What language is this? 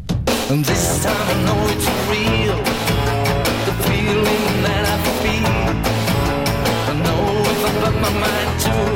English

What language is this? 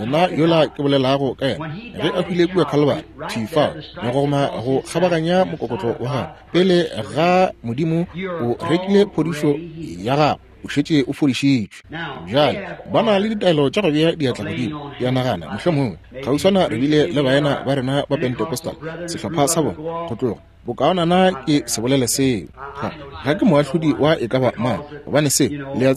Northern Sotho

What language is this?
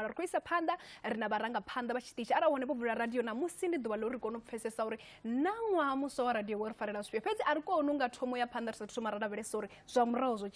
Venda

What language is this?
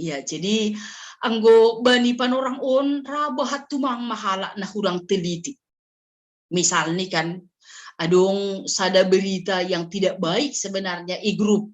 Batak Simalungun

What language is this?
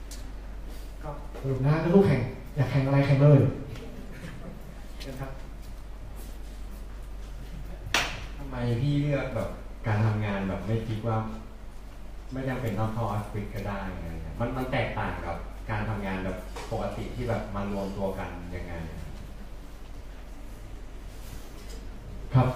Thai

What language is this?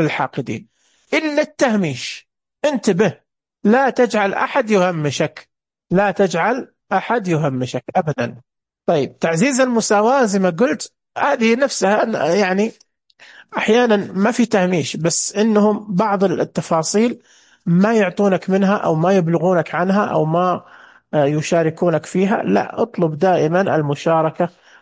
Najdi Arabic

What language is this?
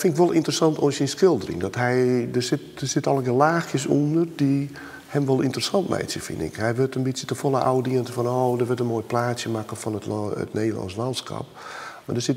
Western Frisian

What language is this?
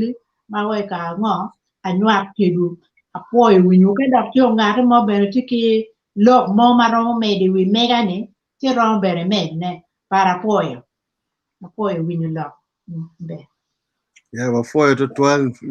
Acoli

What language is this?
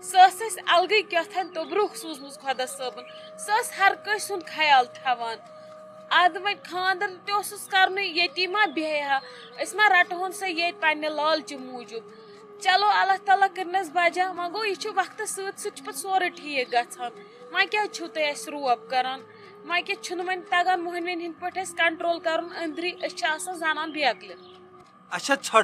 Kashmiri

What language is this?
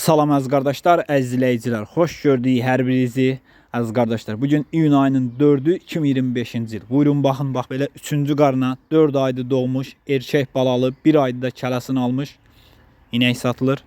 Azerbaijani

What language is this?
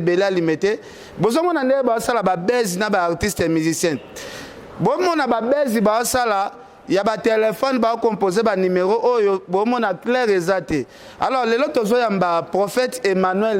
Lingala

